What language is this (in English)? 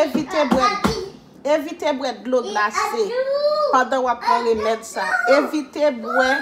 Haitian Creole